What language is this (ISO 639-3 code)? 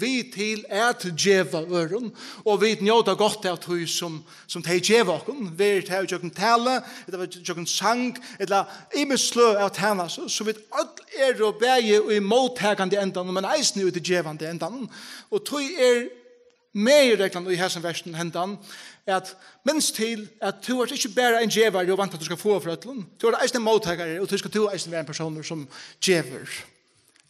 fao